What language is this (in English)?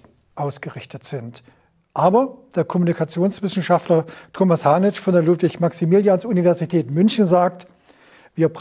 German